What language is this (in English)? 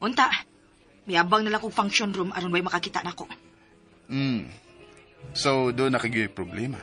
Cebuano